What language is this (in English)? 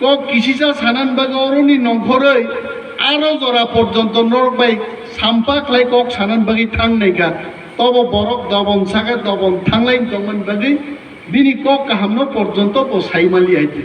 Kok Borok